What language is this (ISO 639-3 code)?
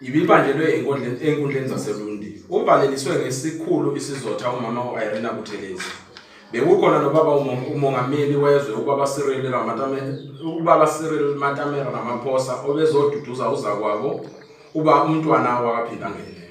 zul